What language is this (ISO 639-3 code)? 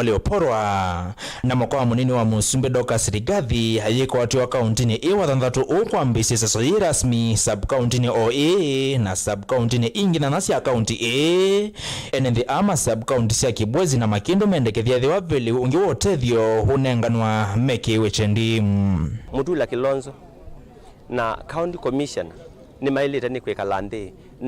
kam